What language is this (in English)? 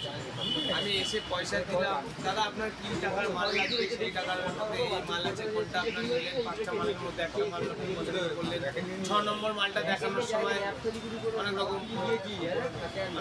Bangla